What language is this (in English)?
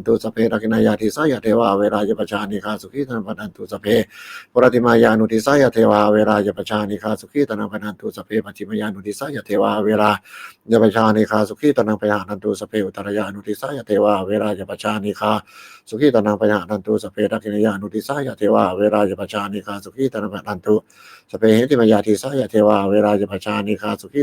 Pali